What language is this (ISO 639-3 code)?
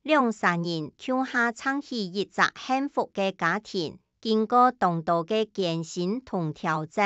hak